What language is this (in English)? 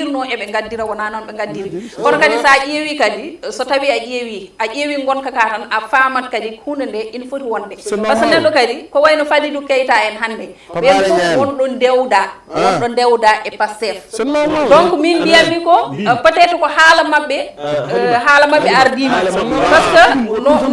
Fula